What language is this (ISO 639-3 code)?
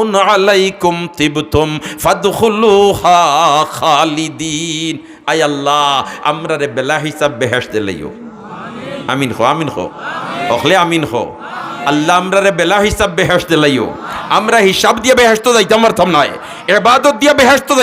syl